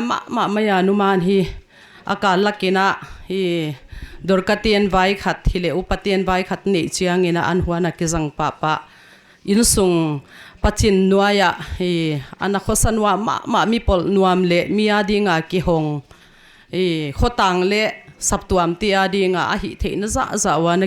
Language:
Paite Chin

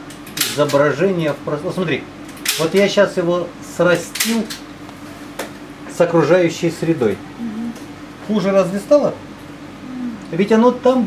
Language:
Russian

